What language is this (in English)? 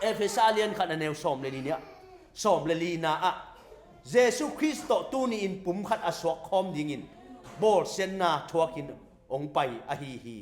Tedim Chin